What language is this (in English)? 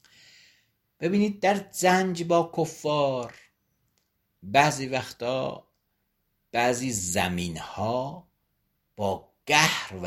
Persian